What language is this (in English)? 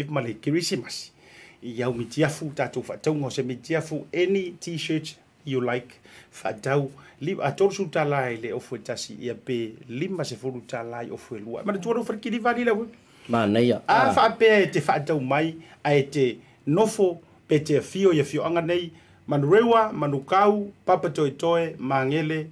Samoan